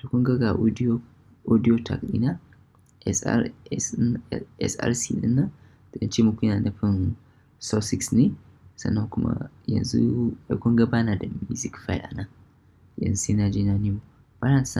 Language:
Hausa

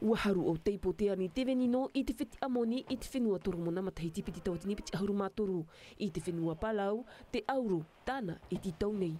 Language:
Tahitian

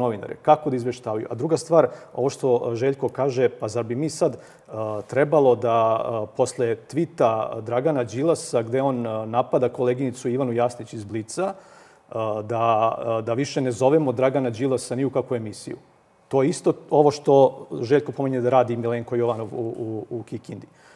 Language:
Serbian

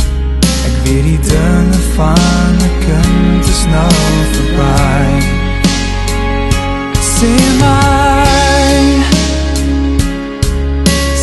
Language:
Afrikaans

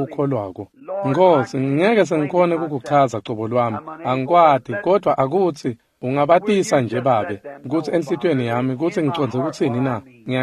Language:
Swati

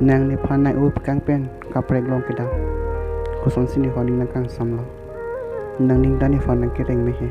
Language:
Karbi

